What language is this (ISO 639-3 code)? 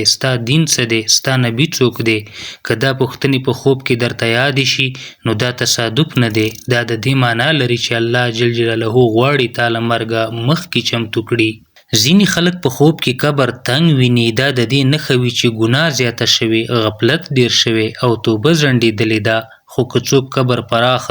pus